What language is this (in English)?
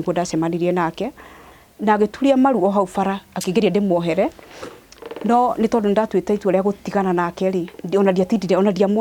Kikuyu